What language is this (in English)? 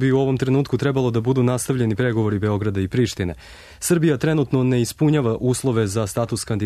Serbian